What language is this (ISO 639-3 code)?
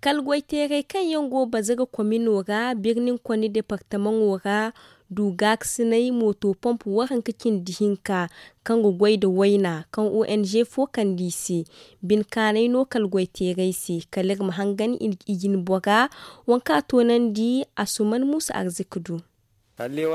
dje